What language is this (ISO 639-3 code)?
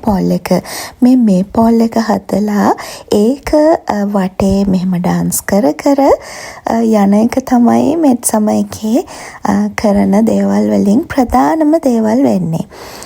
sin